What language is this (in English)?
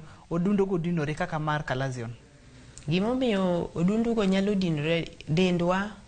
Luo (Kenya and Tanzania)